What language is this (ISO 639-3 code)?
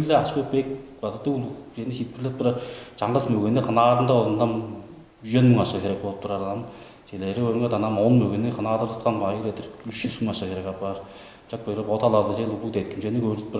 tyv